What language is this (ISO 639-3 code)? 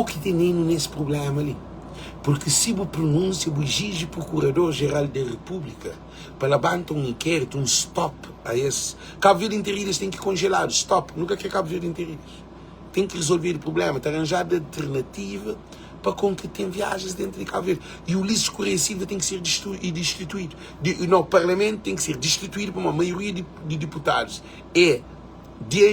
kea